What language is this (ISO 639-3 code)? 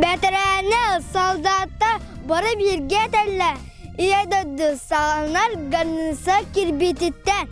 sah